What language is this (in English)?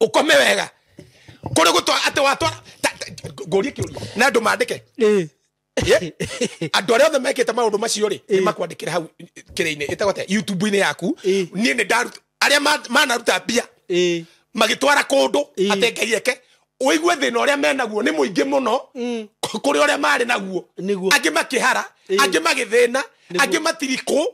Kikuyu